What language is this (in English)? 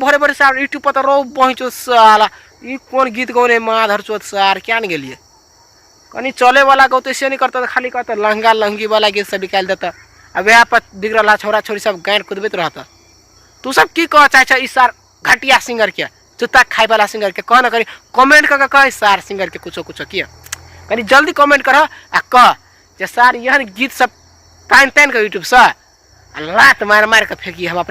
Maithili